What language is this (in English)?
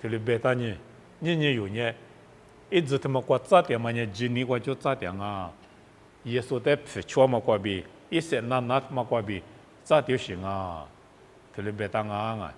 Lisu